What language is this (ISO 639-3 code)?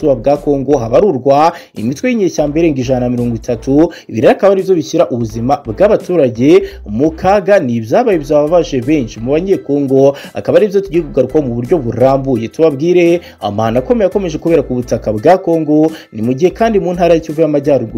kin